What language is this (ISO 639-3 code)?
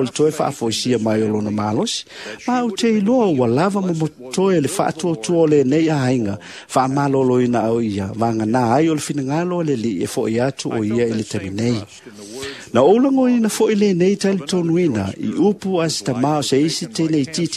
smo